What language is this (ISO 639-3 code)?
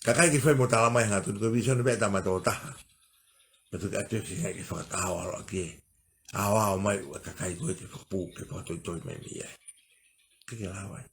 ton